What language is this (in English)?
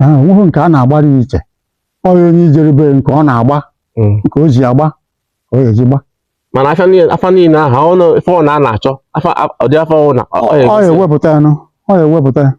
Igbo